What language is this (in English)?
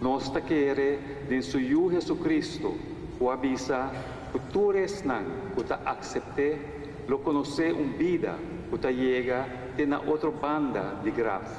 Papiamento